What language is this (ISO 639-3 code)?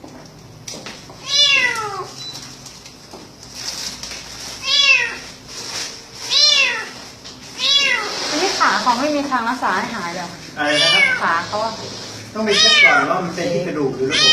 lao